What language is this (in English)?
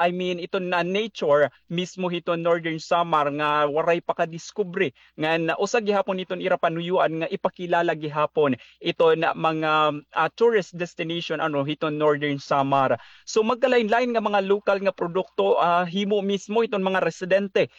Waray